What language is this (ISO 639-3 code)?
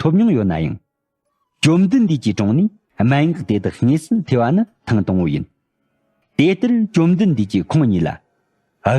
bod